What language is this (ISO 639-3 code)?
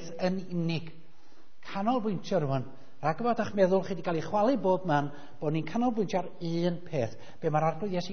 cym